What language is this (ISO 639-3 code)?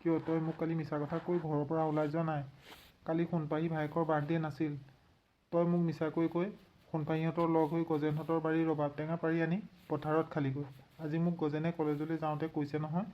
asm